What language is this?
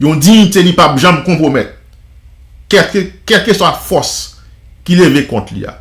Haitian Creole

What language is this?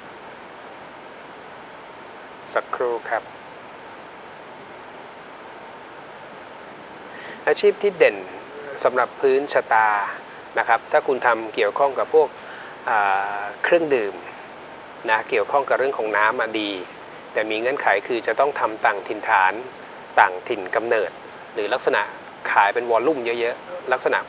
Thai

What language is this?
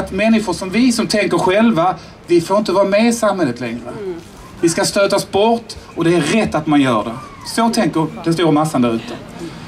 Swedish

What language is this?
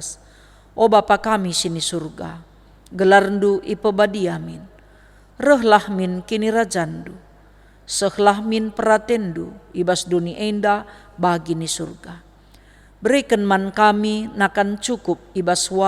Batak Karo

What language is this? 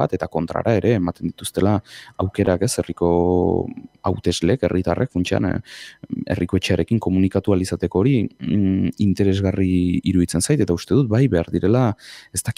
Basque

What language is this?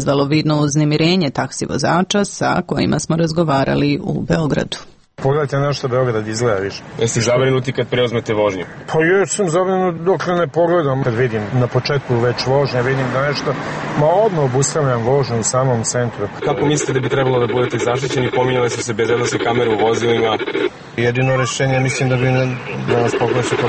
Serbian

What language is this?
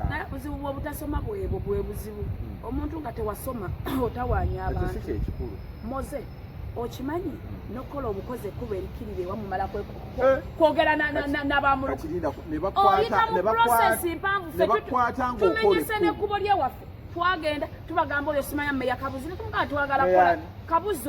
Ganda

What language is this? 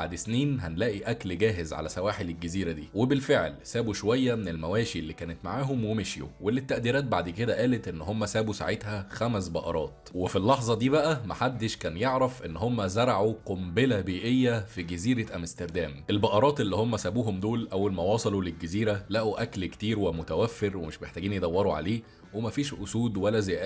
Egyptian Arabic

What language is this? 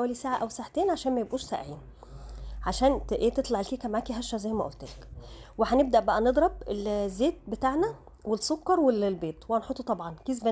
Egyptian Arabic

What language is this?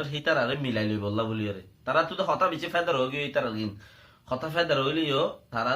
Rohingya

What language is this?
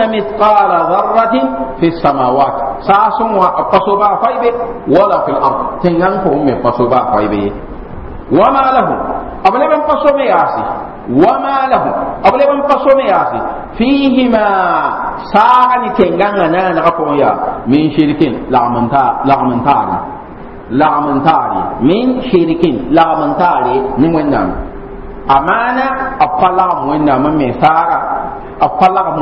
Mossi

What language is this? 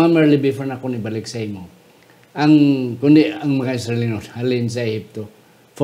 Hiligaynon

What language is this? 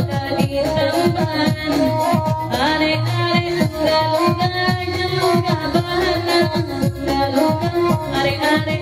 Minangkabau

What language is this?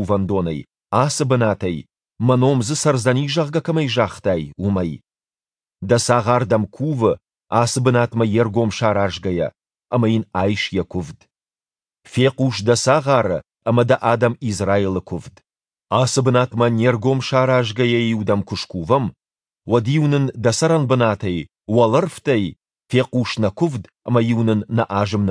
Ossetic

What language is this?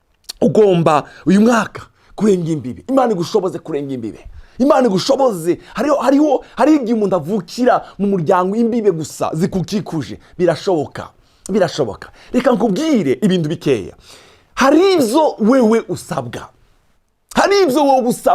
Rundi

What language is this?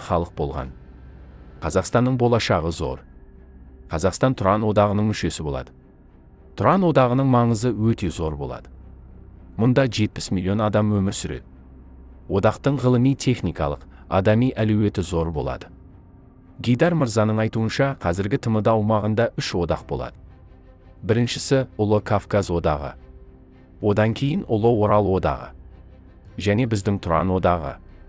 Kazakh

